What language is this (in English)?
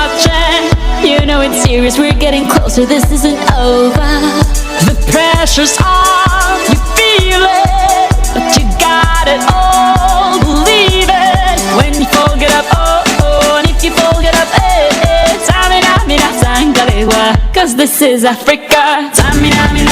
Kara-Kalpak